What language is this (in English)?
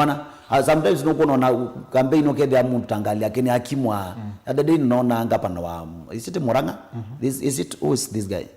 Kamba